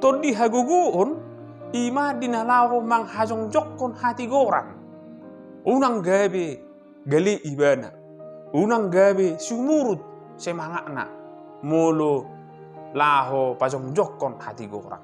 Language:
Batak Toba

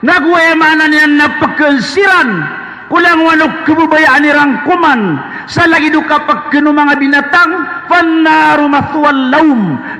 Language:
Maranao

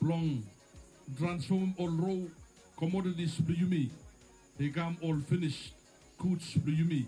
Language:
Bislama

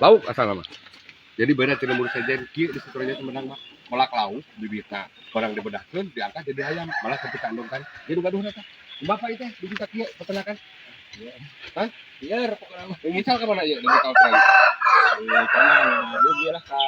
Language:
Sundanese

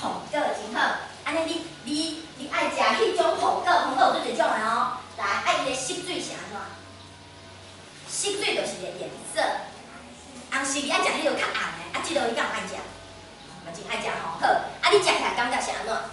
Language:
Min Nan Chinese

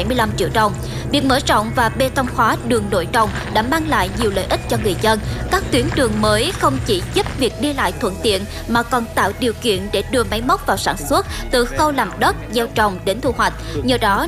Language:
Vietnamese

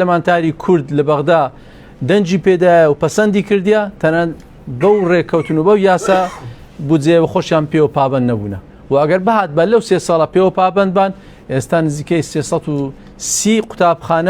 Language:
Central Kurdish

